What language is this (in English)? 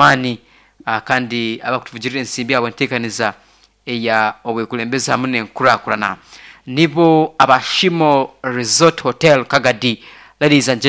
Nyoro